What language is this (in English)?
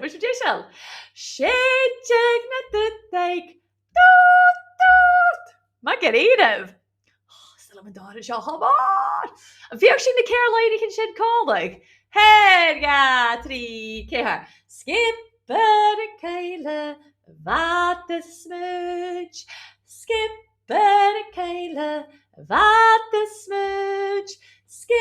Scottish Gaelic